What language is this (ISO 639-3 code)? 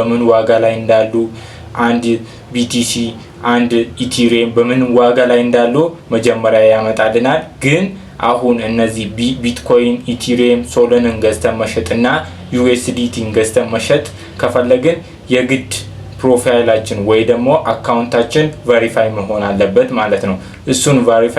amh